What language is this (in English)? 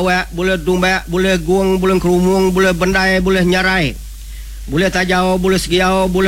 Iban